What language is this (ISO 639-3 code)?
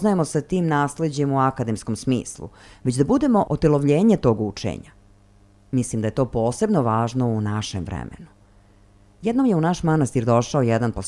srp